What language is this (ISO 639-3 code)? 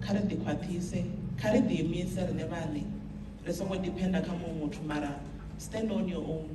ven